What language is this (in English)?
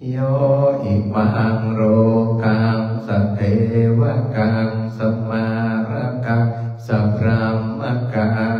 Pali